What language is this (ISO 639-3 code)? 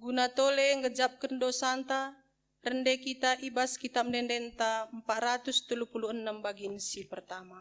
btx